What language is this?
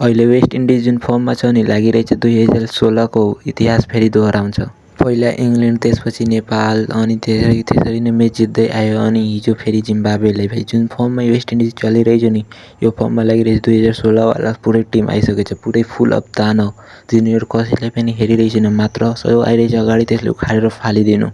Nepali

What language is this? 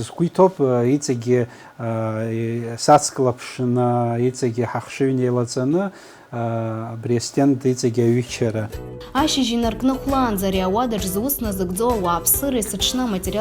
Abkhazian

